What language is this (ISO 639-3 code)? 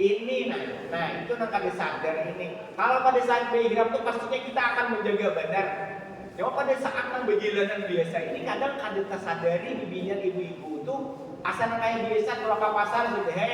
bjn